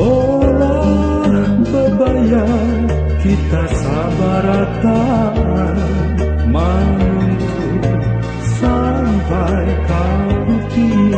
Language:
Banjar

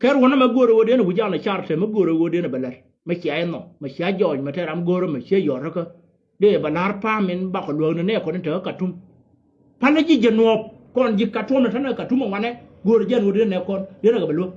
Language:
Nuer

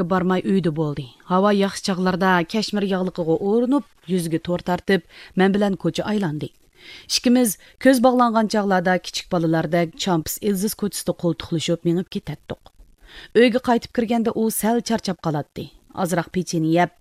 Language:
Uyghur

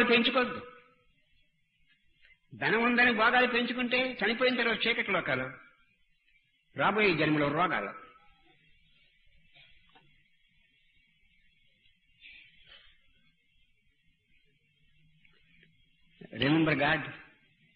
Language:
Telugu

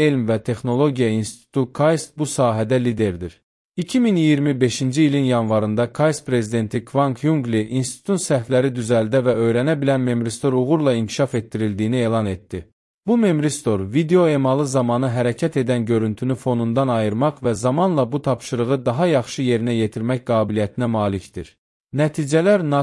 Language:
Azerbaijani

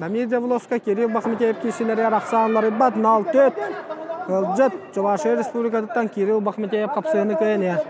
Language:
Yakut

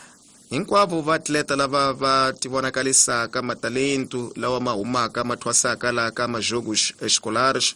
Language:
Tsonga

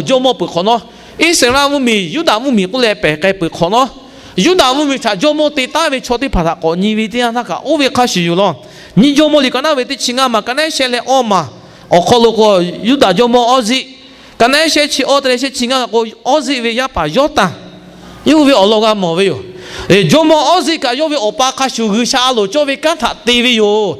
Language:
Lahu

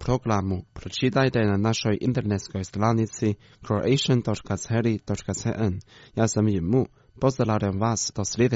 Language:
Croatian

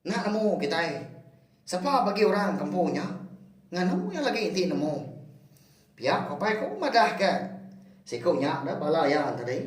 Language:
Iban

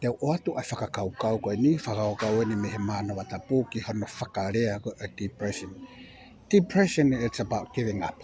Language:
Tongan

